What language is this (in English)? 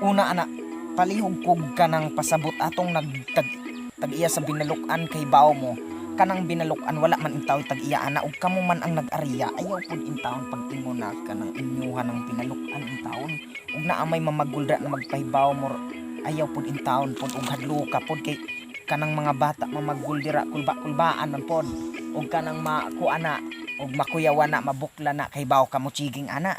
Cebuano